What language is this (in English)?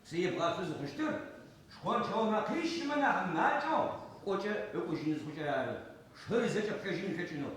Adyghe